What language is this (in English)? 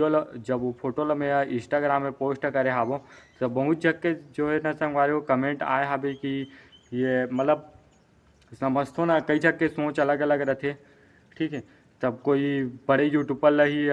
Chhattisgarhi